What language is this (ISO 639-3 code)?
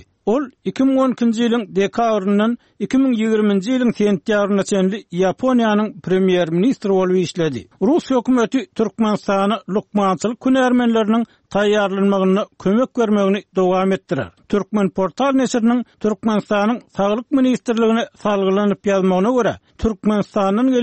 tuk